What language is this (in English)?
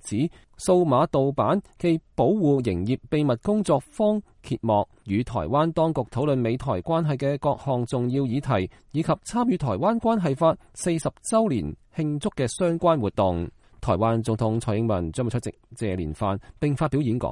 Cantonese